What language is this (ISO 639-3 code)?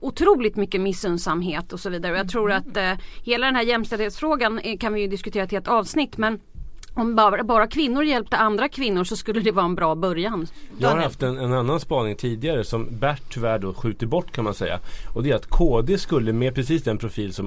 swe